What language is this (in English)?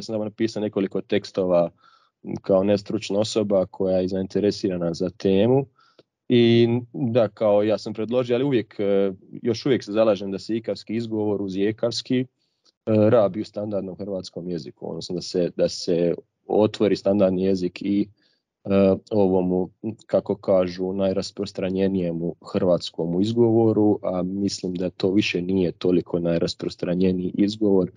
Croatian